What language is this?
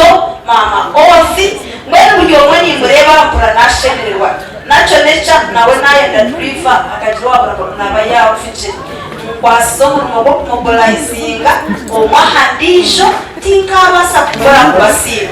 Nyankole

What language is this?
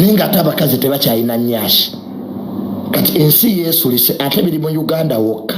Ganda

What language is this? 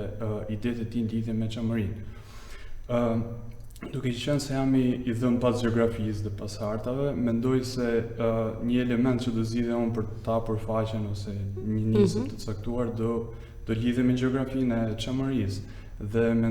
Albanian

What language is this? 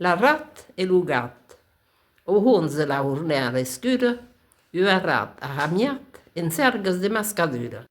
Occitan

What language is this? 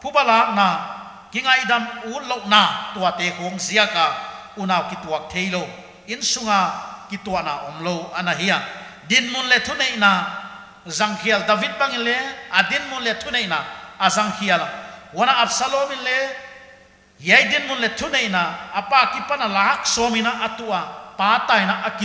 Paite Chin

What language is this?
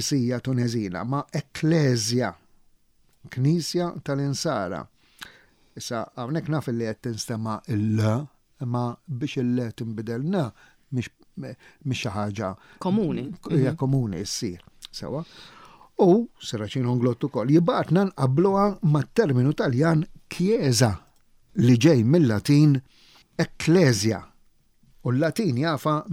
Maltese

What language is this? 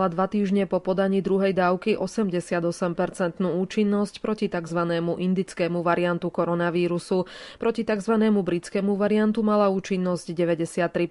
Slovak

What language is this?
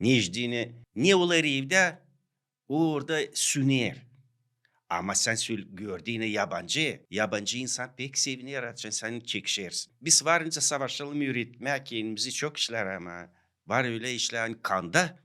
Gagauz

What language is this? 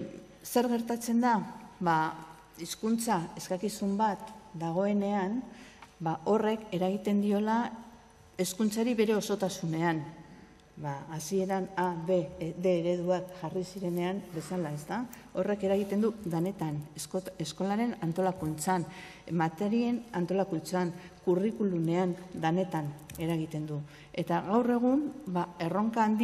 Basque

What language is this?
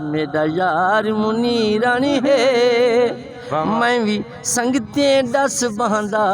Saraiki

